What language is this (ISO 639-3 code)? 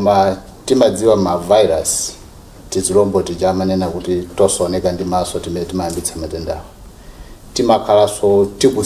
nya